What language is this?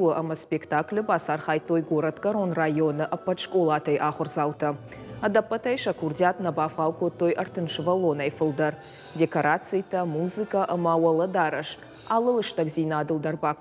Ossetic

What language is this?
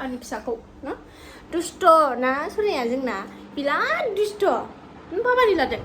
Bodo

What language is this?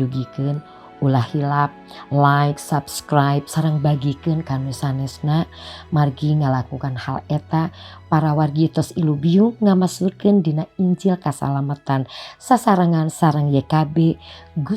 Sundanese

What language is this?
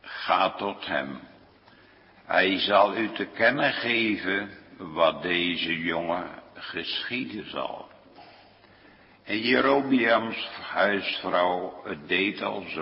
Dutch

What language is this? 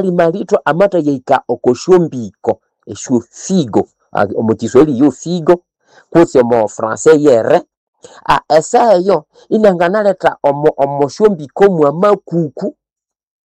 Nande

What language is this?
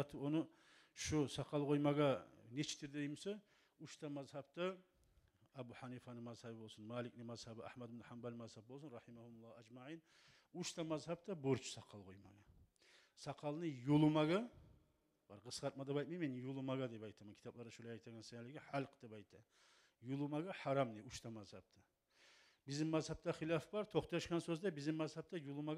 Kumyk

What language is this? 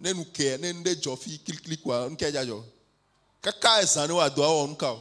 Ewe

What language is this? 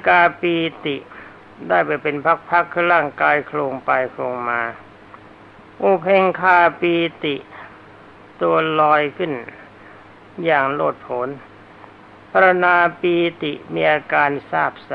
Thai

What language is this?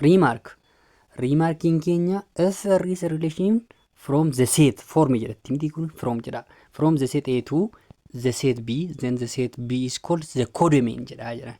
Oromo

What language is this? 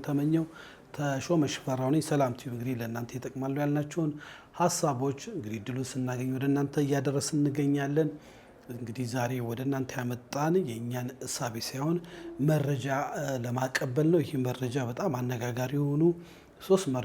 Amharic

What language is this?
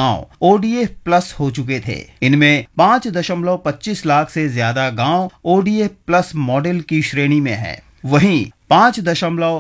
Hindi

